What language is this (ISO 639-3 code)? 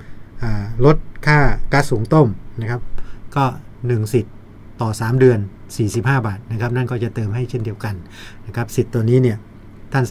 tha